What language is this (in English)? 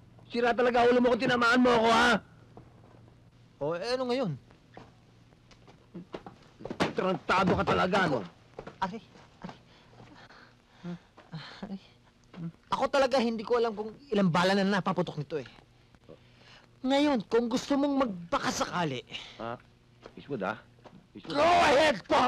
Filipino